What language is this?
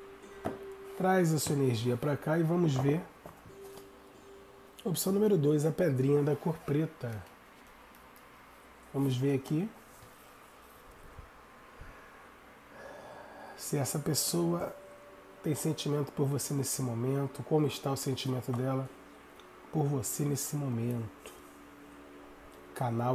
Portuguese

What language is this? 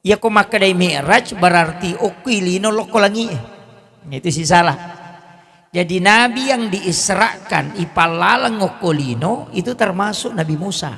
Buginese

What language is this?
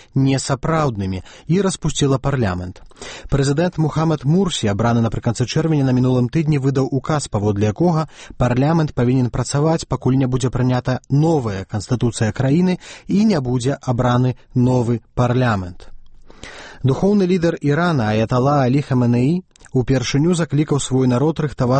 Belarusian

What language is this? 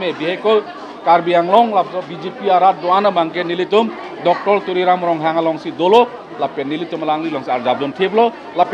Karbi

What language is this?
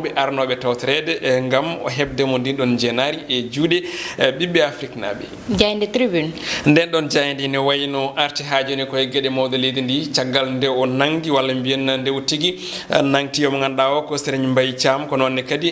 Fula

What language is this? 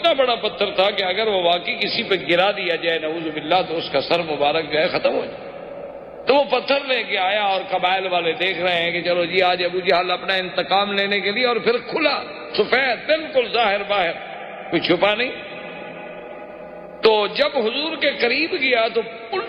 Urdu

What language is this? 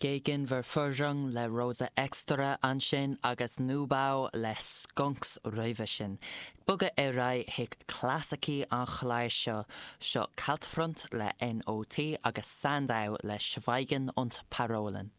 Irish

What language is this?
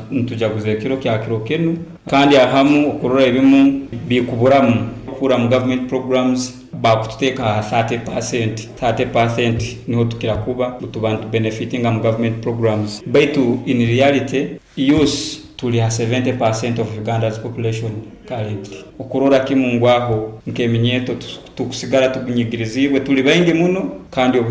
Nyoro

